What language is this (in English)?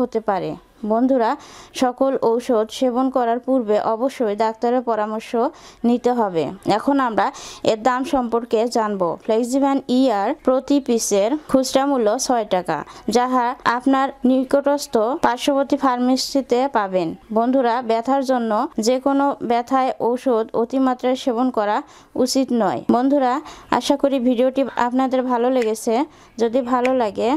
Bangla